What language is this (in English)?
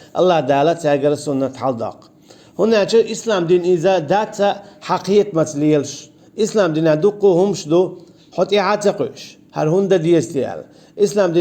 Chechen